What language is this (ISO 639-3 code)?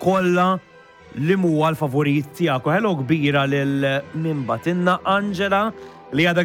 mlt